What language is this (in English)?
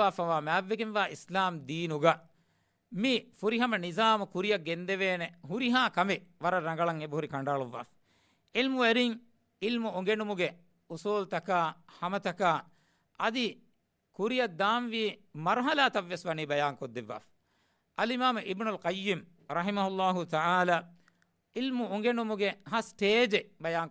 Divehi